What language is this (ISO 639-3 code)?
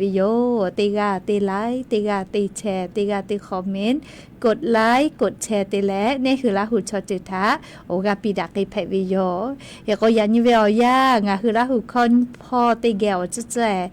lhu